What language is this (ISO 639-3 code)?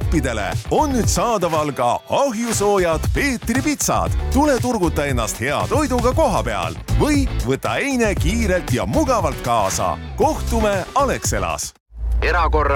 est